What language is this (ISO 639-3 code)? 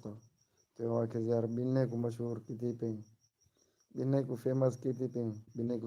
skr